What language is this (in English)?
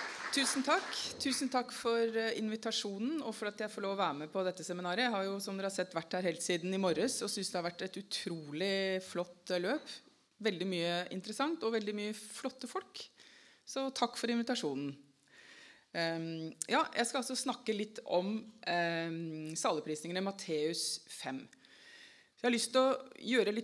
Norwegian